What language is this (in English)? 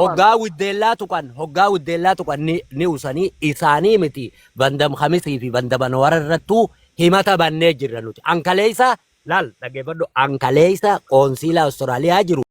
Oromo